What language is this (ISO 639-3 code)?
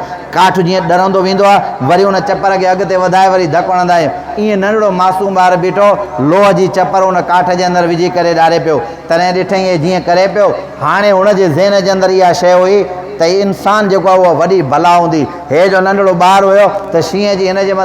snd